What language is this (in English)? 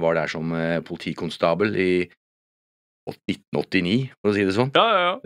Norwegian